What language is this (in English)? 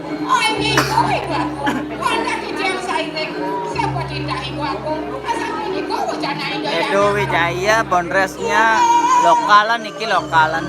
Balinese